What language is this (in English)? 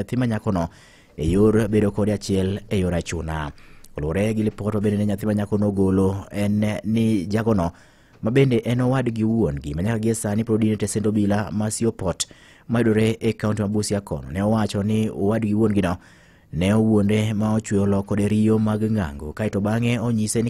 Luo (Kenya and Tanzania)